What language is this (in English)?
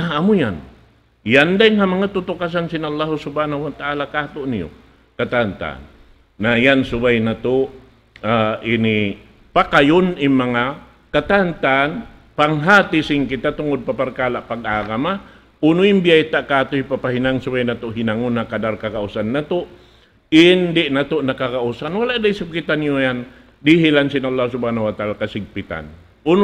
Tausug